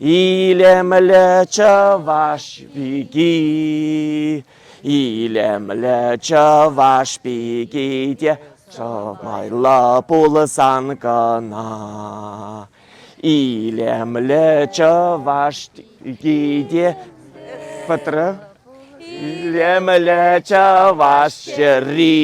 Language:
Chuvash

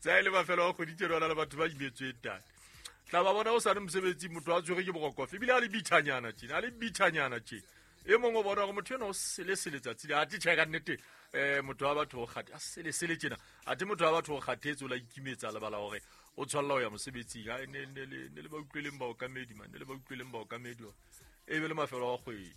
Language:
Southern Sotho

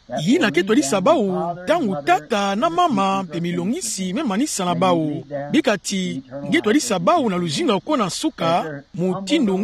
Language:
Kituba (Democratic Republic of Congo)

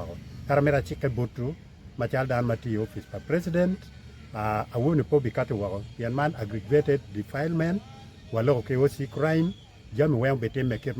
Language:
Acoli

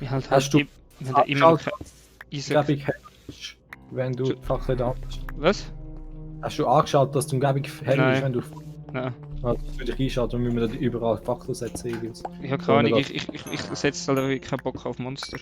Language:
Swiss German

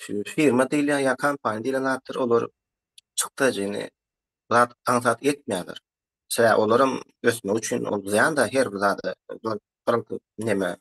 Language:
Turkmen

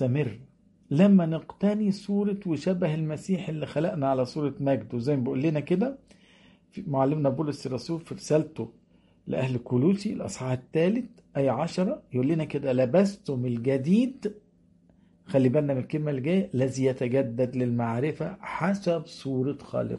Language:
Egyptian Arabic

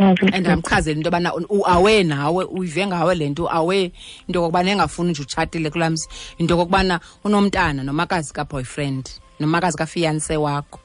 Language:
Xhosa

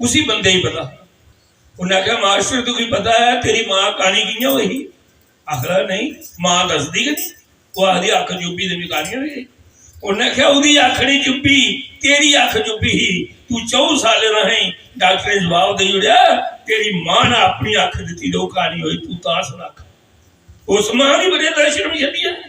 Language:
Dogri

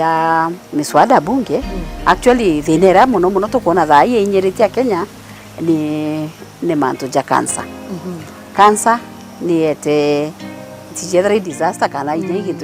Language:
Meru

